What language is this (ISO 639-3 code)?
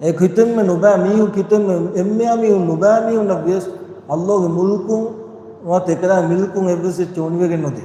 div